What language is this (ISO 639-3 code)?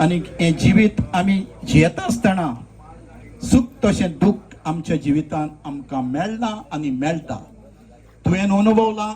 kok